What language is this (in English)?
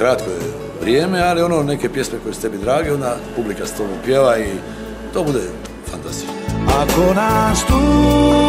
Croatian